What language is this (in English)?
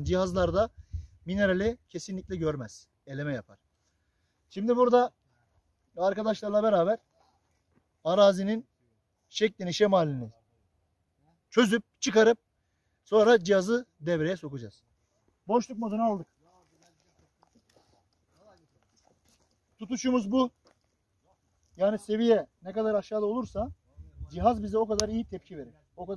Turkish